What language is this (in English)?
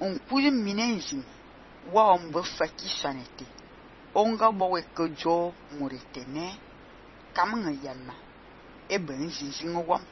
Fang